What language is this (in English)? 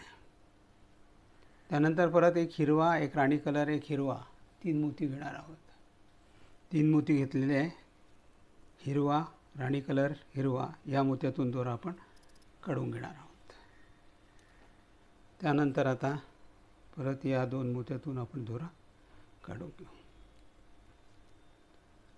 Marathi